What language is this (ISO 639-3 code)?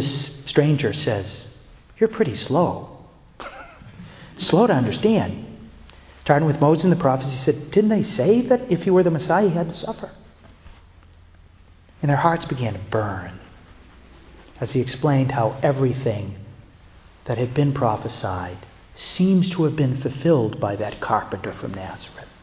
eng